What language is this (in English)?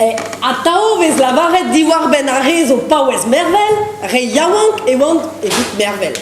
Breton